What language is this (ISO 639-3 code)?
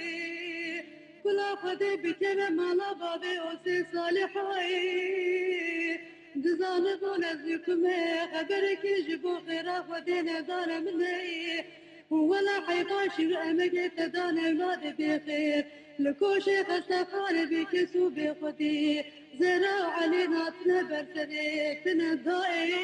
kur